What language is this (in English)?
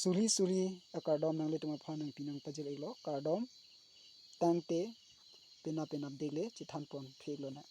Karbi